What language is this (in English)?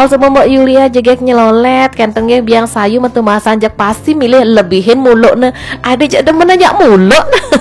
Balinese